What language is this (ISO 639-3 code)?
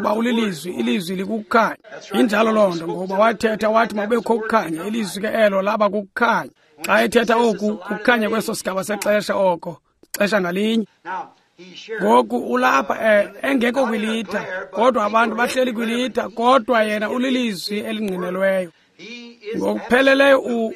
xho